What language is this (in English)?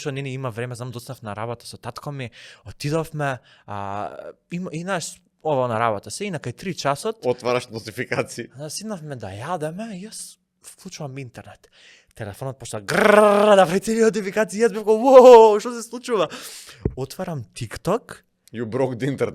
Macedonian